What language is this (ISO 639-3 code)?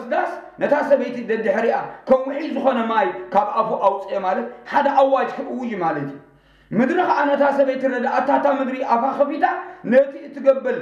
tir